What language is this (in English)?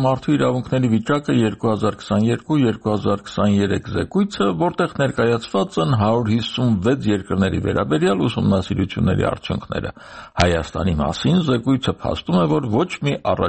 Armenian